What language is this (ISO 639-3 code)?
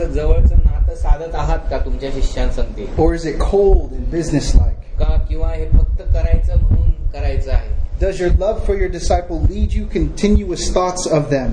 mar